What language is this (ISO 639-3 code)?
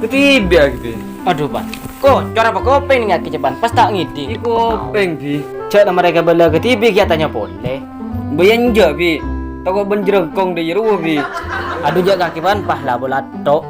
mad